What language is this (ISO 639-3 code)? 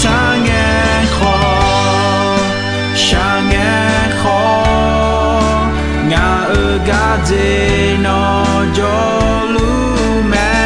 ahk